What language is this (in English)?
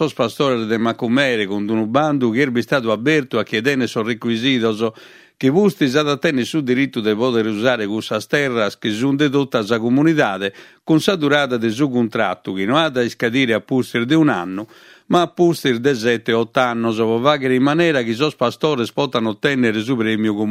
Sardinian